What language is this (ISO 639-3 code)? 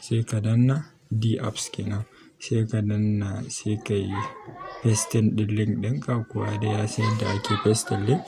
hau